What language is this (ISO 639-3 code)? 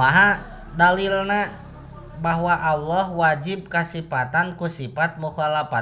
sun